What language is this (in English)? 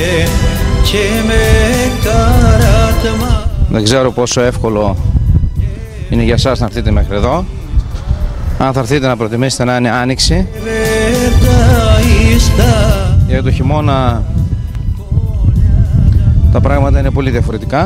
Greek